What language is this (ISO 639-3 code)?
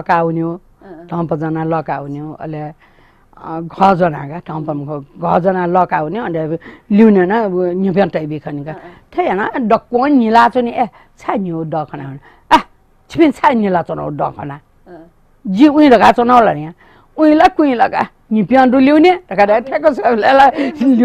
new